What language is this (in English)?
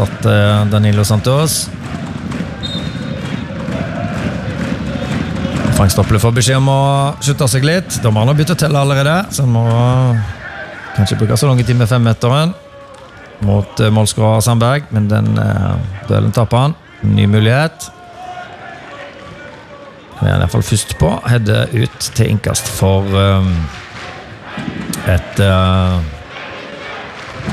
Norwegian